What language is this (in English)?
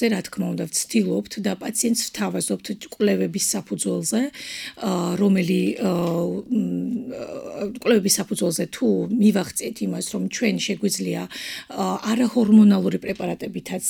Georgian